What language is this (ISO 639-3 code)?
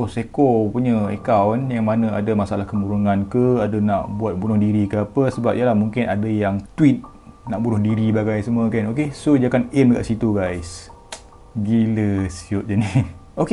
msa